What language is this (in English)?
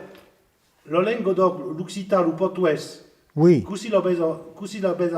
Occitan